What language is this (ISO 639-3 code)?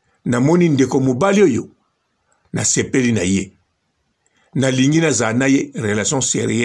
lin